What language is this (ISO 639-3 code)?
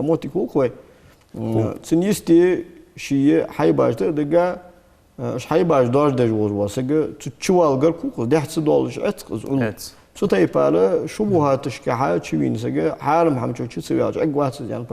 inh